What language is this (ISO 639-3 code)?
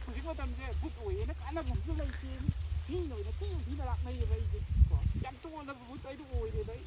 mni